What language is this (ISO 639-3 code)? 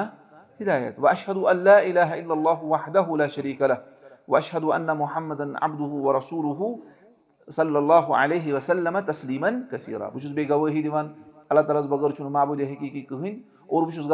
kas